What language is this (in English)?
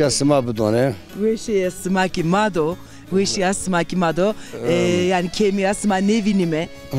Zaza